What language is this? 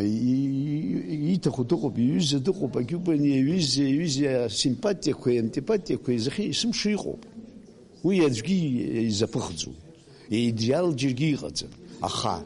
Abkhazian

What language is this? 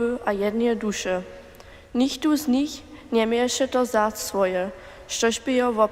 Upper Sorbian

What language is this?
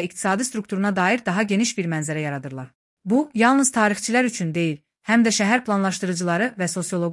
Azerbaijani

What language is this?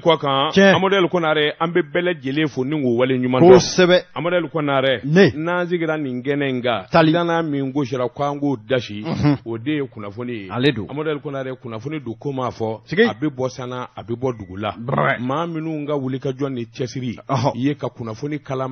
Bambara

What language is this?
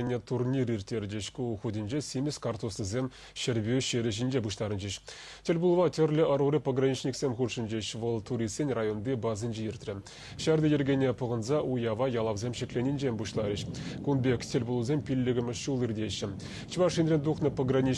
Chuvash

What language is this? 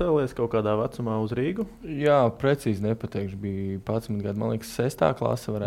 Latvian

